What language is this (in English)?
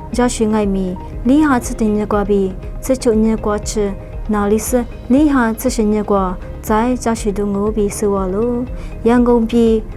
Lisu